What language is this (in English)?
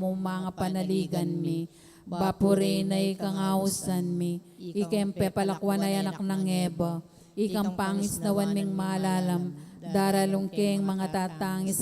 Pampanga